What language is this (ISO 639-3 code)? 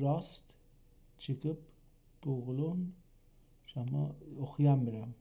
azb